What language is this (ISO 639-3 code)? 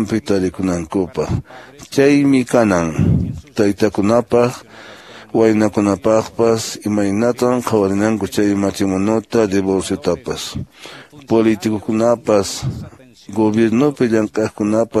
que